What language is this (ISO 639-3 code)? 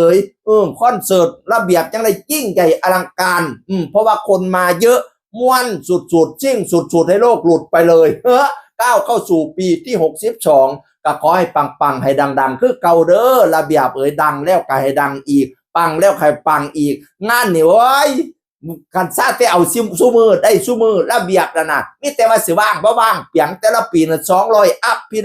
tts